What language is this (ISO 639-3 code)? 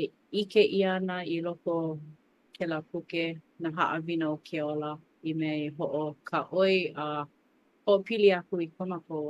haw